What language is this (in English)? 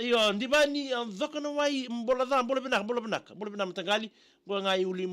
Fijian